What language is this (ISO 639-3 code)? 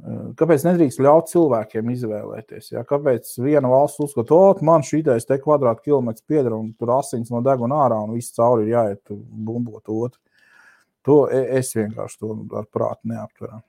lav